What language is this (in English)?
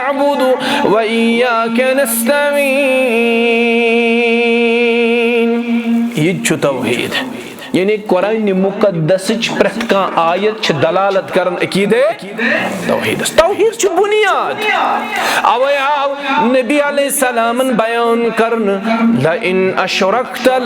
Kashmiri